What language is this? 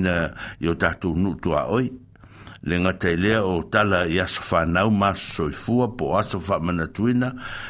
Samoan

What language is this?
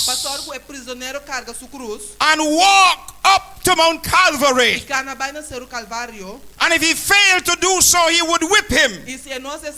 Papiamento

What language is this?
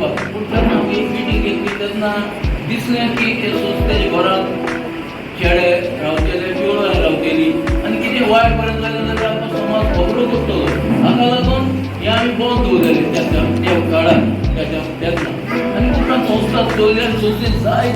Konkani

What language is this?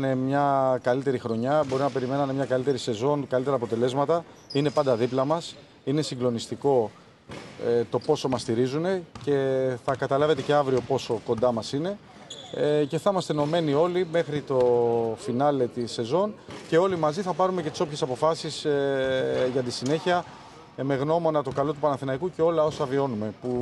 Greek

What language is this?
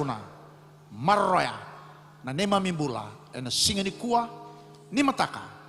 Fijian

